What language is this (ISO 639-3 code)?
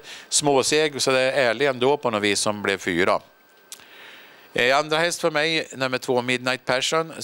swe